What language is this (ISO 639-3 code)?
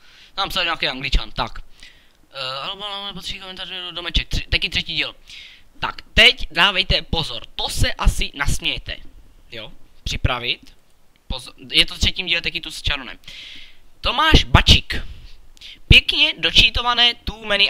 ces